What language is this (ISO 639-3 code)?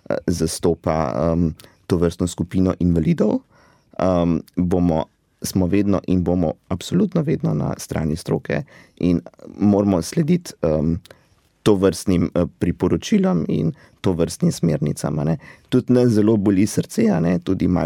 slv